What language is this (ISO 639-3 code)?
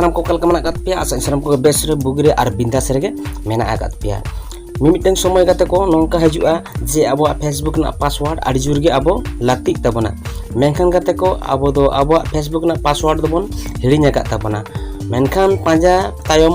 sat